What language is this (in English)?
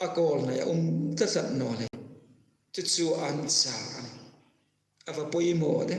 Hmar